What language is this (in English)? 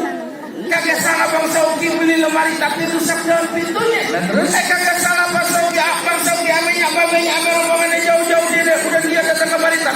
Betawi